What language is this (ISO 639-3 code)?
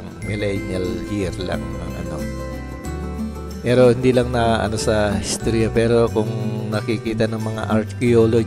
fil